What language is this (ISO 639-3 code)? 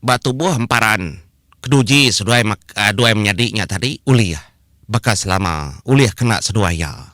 iba